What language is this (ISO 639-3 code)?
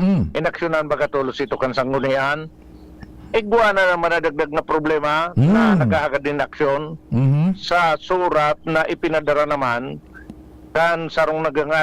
bik